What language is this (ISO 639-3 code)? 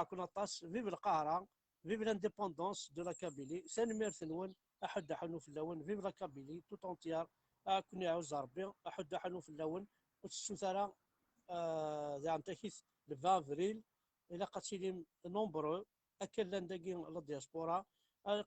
kab